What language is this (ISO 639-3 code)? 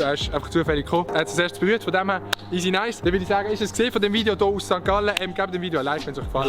gsw